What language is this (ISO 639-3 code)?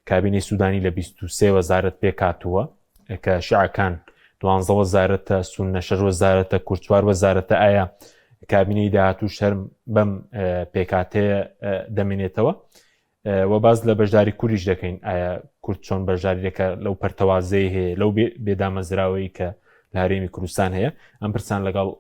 ckb